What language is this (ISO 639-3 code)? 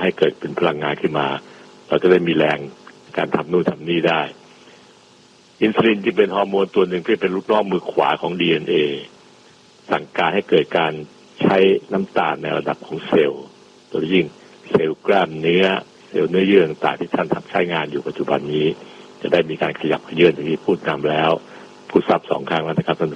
tha